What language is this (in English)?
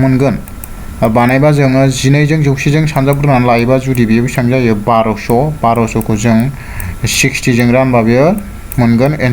Bodo